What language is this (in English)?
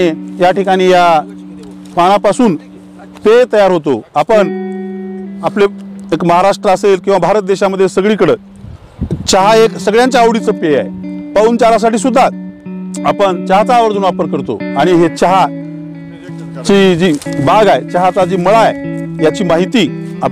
Marathi